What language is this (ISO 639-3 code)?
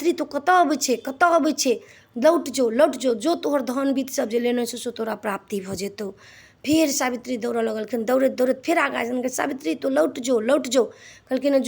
mai